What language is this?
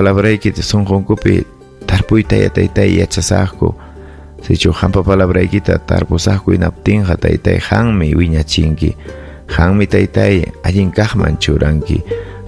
Ayacucho Quechua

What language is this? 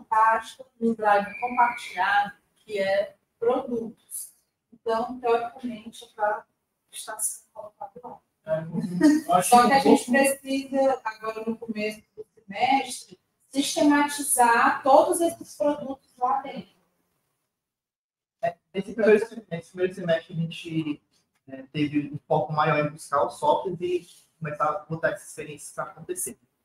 Portuguese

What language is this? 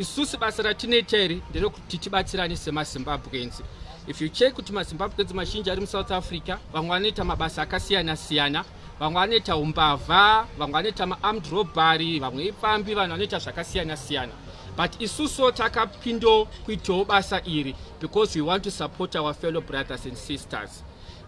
Shona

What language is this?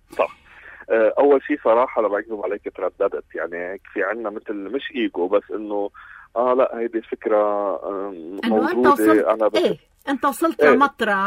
North Levantine Arabic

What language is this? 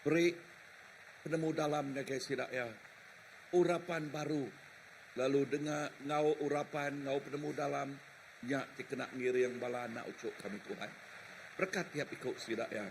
Iban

